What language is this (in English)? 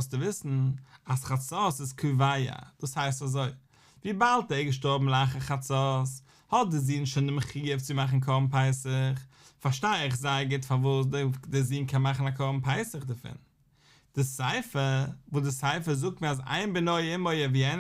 Yiddish